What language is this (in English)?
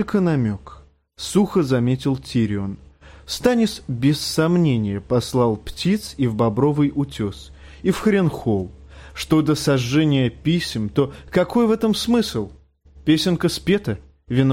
Russian